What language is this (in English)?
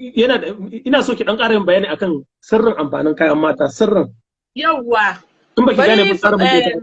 Hausa